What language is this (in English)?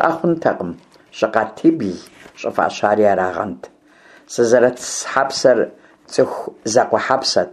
Kabardian